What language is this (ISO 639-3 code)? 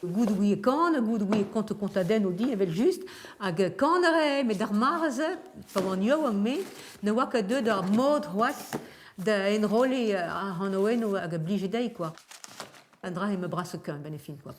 bre